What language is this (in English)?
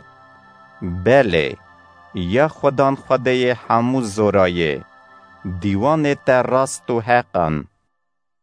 Kurdish